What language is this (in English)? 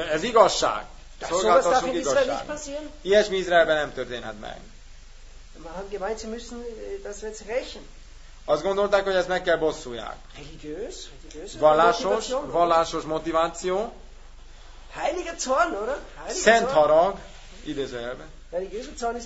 Hungarian